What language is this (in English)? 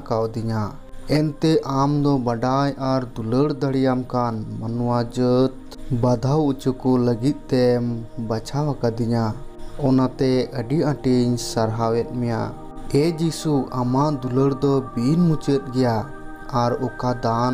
Santali